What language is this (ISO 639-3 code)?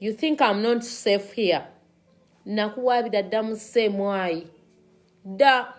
lug